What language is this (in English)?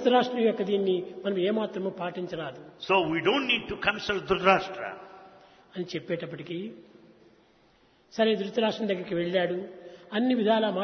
Telugu